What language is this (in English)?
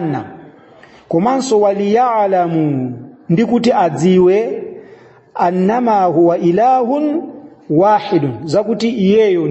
Nyanja